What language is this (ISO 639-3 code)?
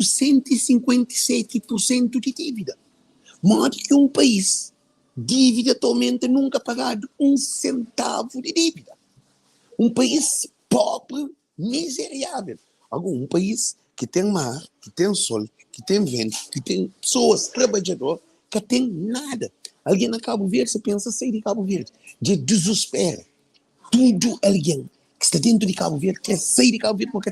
kea